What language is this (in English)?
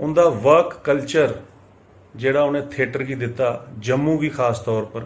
Dogri